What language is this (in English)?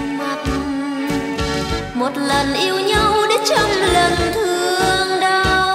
Vietnamese